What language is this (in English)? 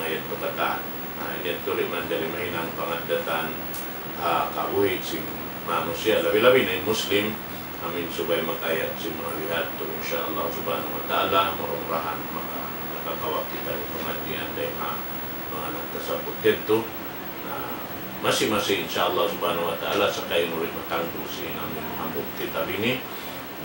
Tausug